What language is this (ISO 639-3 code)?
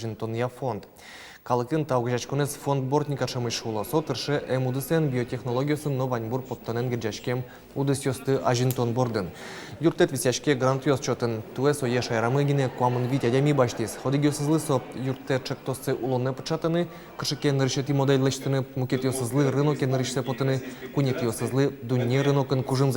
udm